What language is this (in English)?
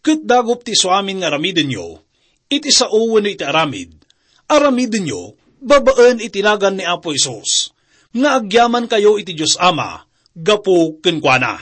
Iloko